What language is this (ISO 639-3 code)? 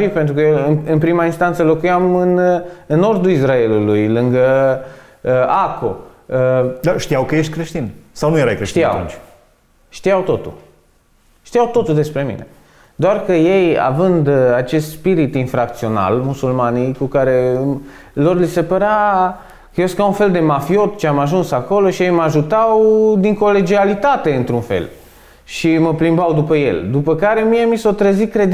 ron